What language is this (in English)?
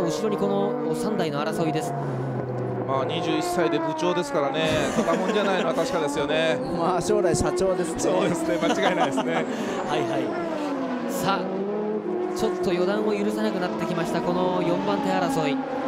Japanese